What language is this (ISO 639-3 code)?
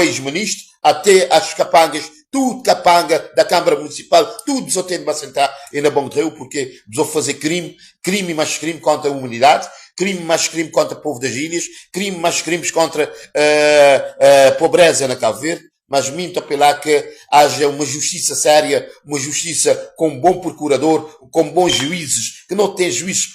kea